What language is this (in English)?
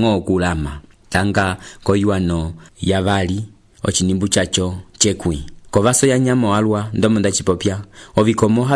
Umbundu